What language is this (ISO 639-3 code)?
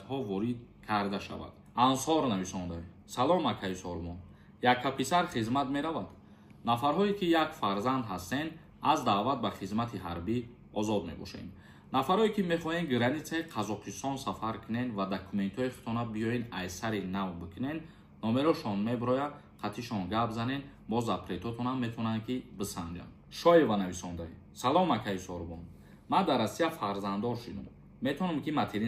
tgk